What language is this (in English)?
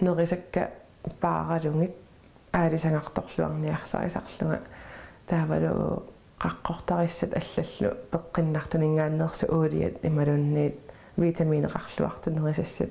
Kalaallisut